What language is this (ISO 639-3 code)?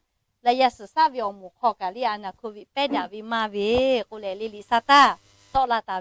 lhu